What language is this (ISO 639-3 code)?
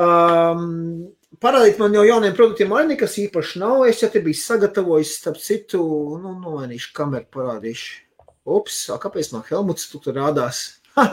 lav